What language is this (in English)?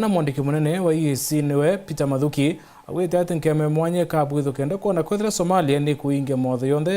Meru